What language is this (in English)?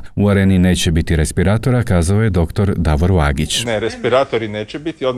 Croatian